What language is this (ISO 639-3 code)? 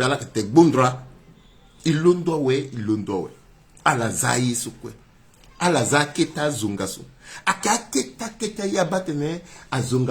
sag